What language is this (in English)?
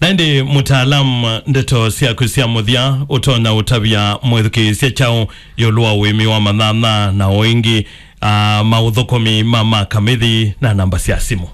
Kamba